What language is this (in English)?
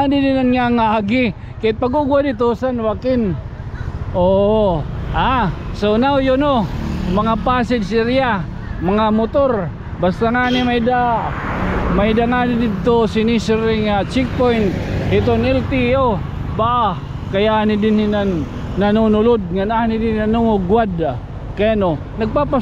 Waray